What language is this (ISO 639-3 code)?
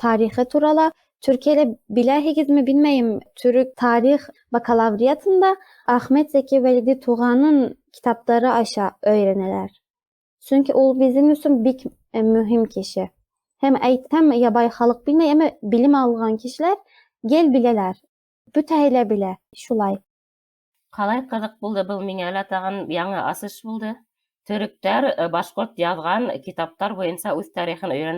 bak